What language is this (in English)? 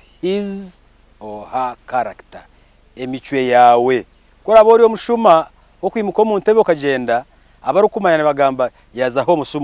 Nyankole